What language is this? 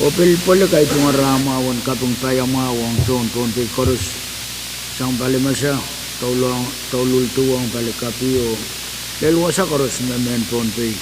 Pohnpeian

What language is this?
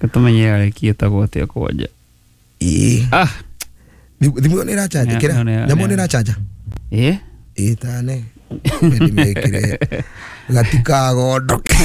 Kikuyu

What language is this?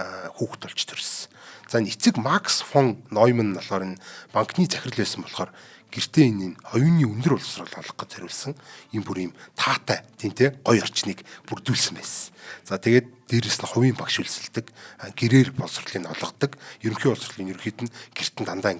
Mongolian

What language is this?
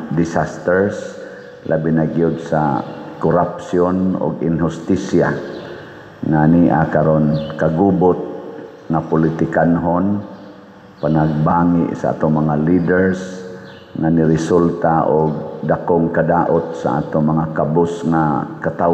Cebuano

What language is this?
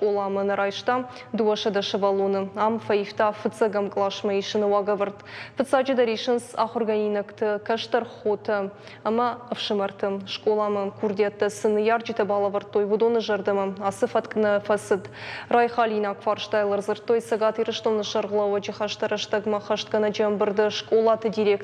Ossetic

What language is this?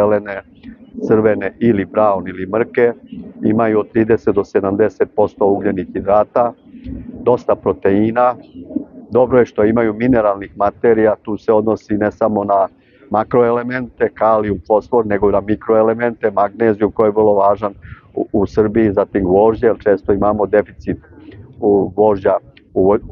Serbian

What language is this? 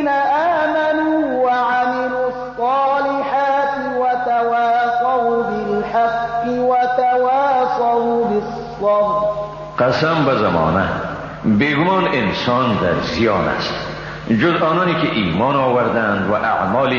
Persian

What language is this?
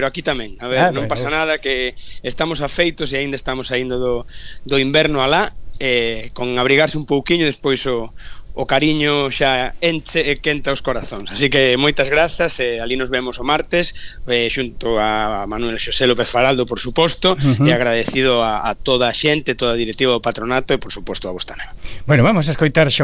Galician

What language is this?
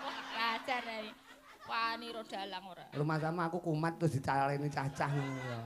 Javanese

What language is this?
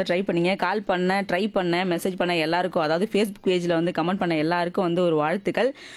Tamil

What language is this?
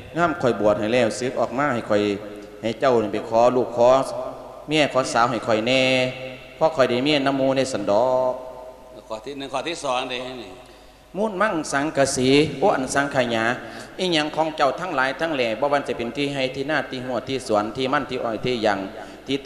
Lao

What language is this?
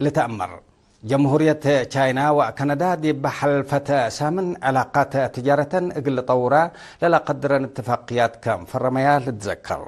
Tigre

